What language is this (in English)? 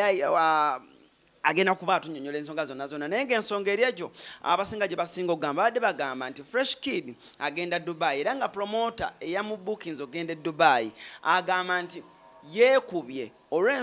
Ganda